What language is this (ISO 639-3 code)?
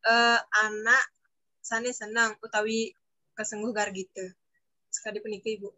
ban